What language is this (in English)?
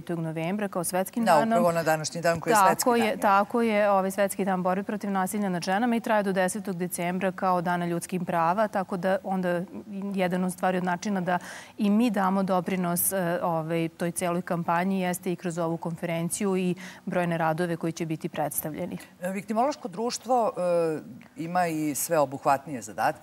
Serbian